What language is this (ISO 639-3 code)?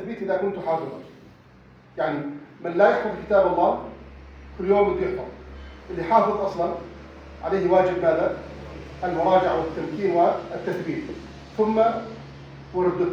ara